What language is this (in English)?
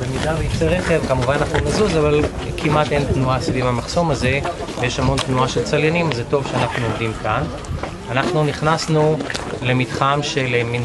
Hebrew